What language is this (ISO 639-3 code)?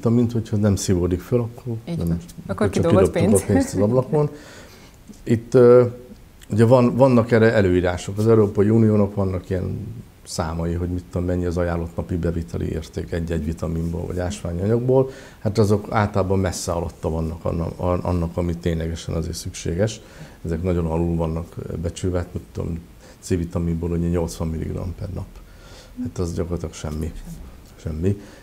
hun